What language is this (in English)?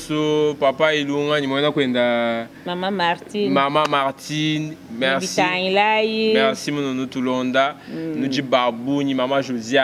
Luba-Lulua